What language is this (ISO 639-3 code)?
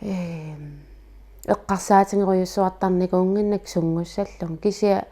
kal